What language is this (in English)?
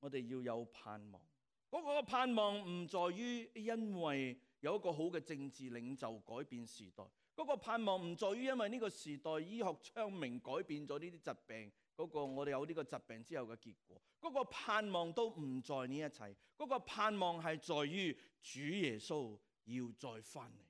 Cantonese